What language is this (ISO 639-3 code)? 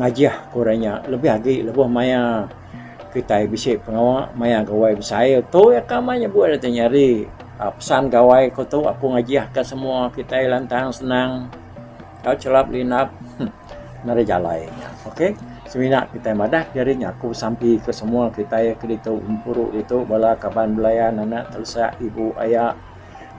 iba